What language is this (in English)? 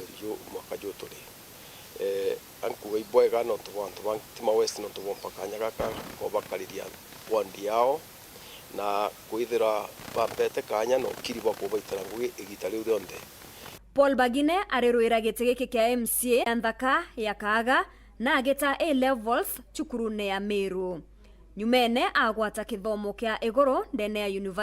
Meru